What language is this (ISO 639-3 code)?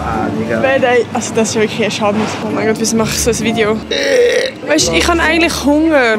gsw